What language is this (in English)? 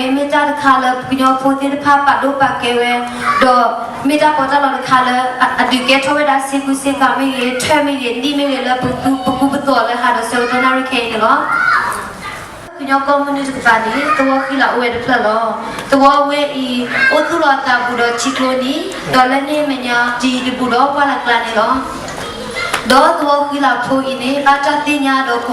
S'gaw Karen